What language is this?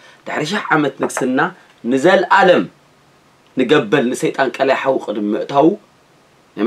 Tigrinya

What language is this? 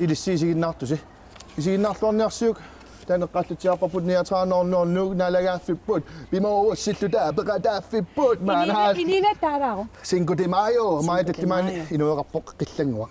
Kalaallisut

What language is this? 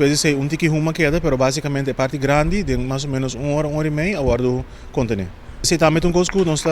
Papiamento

